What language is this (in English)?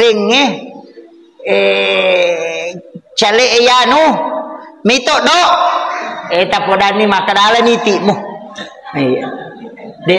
Buginese